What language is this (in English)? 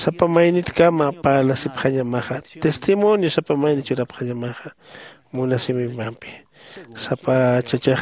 Aymara